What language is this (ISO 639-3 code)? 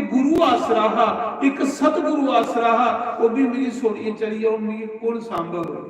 doi